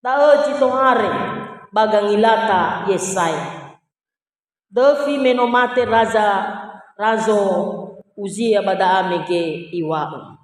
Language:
Nias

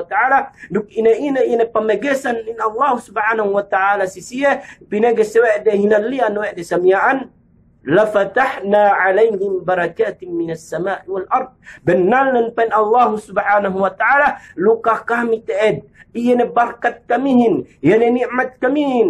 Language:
Yakan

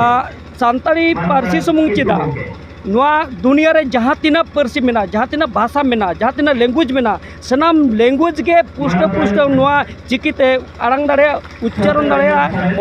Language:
Santali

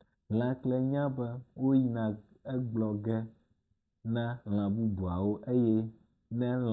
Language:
Ewe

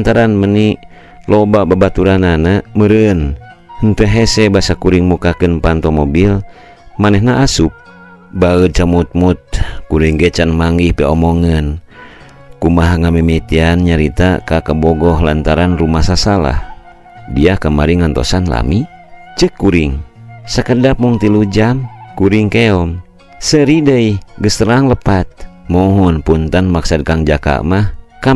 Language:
Sundanese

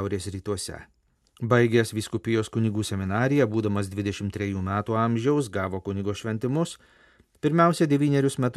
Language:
Lithuanian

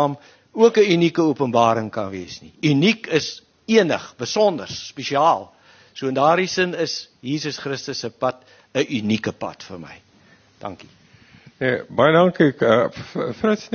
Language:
Afrikaans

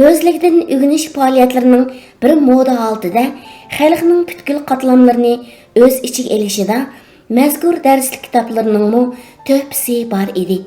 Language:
Uyghur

